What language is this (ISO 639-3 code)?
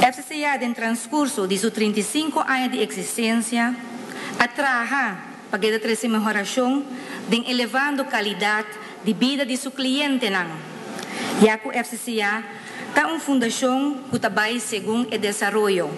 pap